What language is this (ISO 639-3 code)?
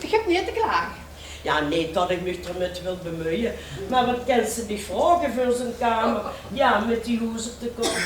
lim